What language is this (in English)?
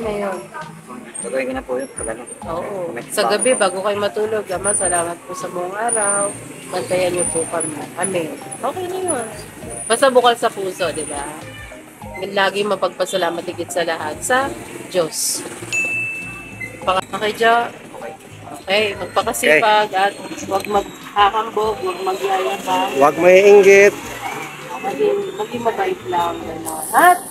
Filipino